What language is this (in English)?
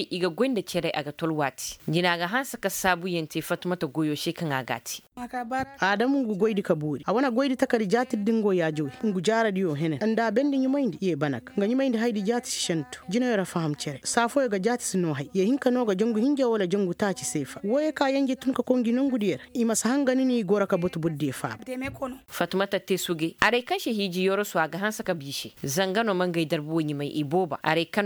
Koyraboro Senni